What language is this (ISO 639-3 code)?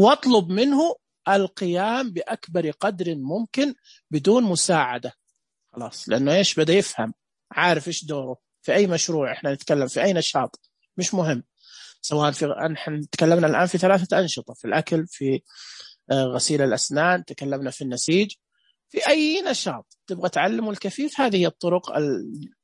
ars